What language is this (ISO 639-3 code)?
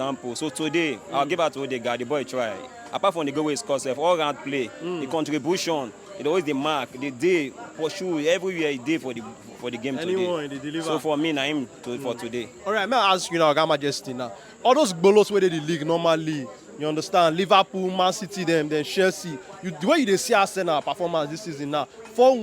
pcm